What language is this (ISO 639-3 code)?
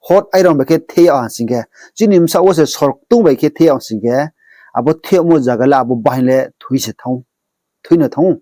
ria